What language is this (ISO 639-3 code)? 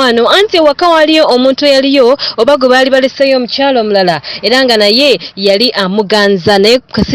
lug